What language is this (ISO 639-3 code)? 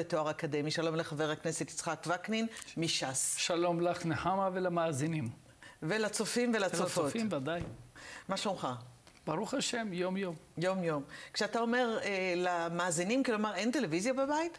heb